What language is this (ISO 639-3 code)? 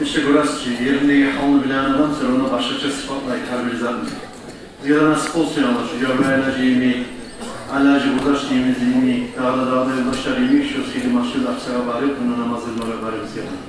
kum